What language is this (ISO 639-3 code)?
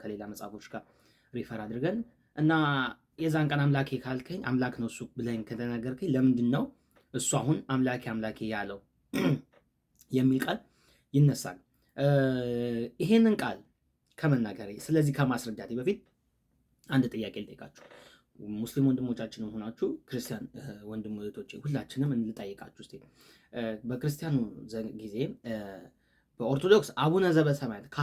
amh